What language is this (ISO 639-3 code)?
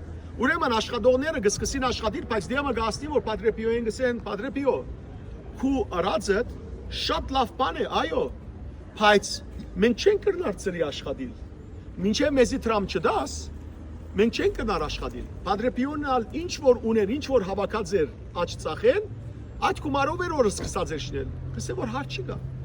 hyw